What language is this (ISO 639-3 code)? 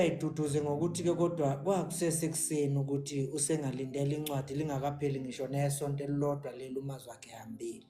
zul